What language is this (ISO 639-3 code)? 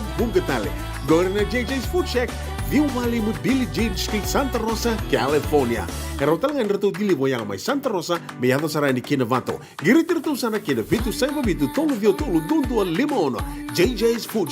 fij